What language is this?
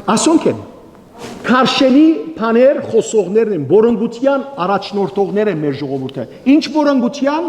Western Armenian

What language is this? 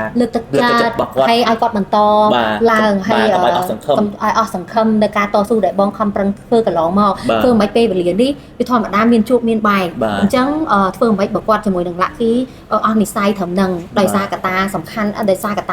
Khmer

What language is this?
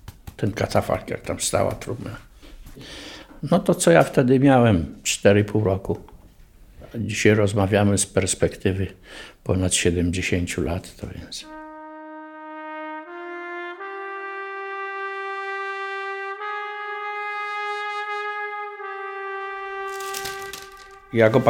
Polish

